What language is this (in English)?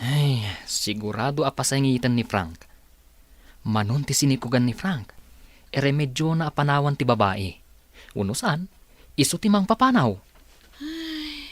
Iloko